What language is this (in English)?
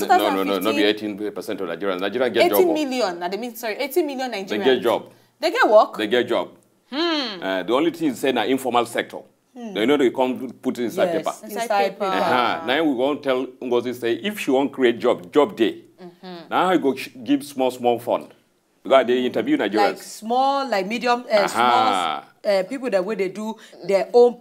Nigerian Pidgin